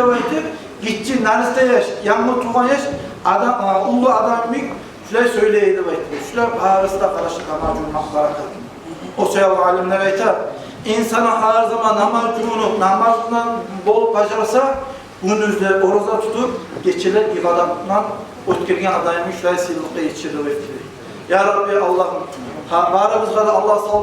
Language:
Kumyk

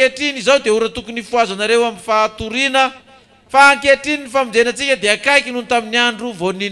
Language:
Malagasy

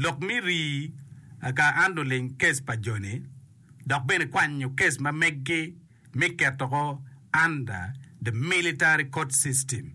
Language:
Acoli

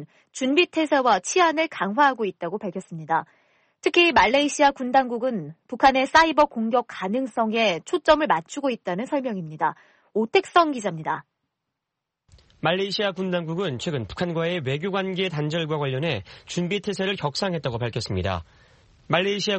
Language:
Korean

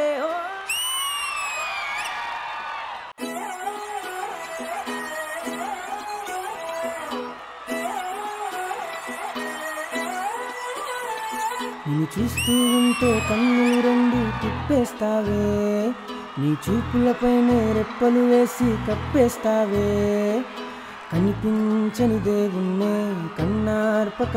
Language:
Telugu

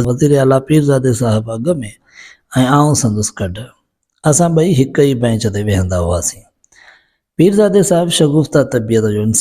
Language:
Sindhi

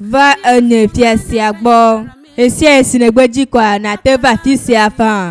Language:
Ewe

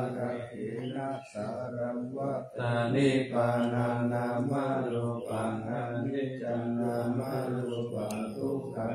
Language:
Pali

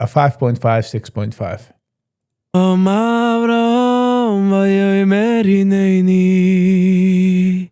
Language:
Yiddish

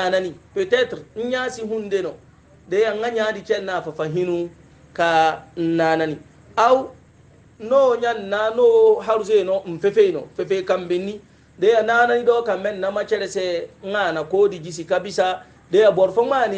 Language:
Hausa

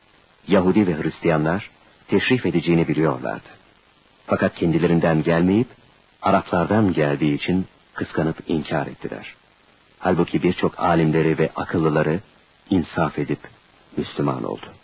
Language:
Turkish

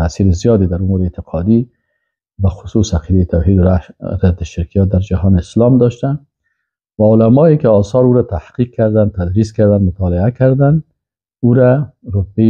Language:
Persian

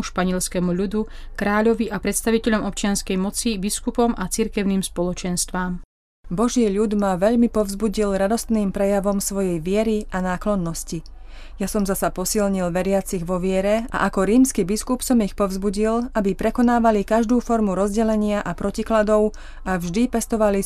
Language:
Slovak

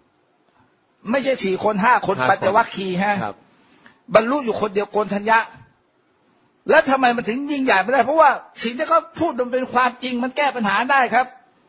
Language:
Thai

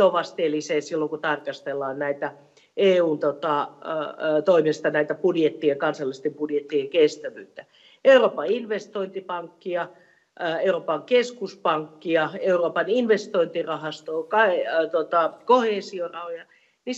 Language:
Finnish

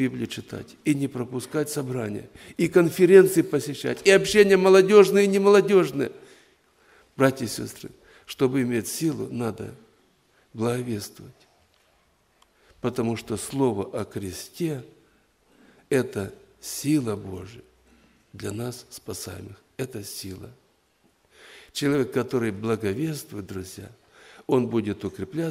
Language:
Russian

